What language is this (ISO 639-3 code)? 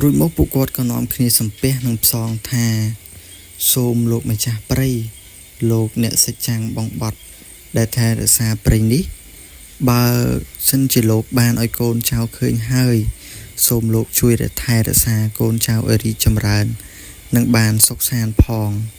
khm